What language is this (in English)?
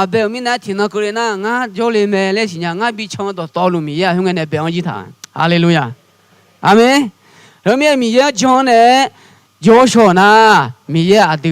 Akha